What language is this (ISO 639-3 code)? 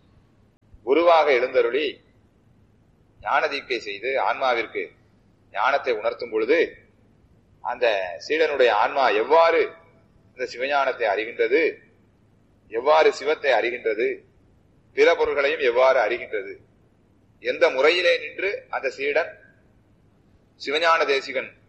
tam